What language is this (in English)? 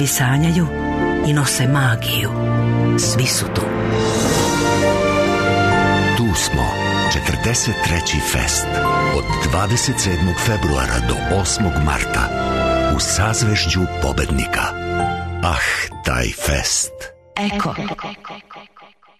Serbian